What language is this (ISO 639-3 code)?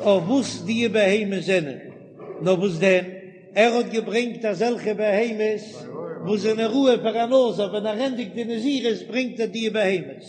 yid